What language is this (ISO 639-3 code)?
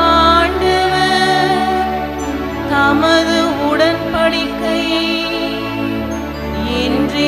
tam